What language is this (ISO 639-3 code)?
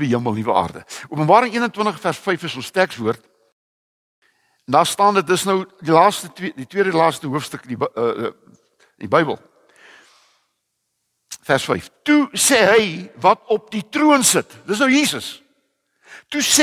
afr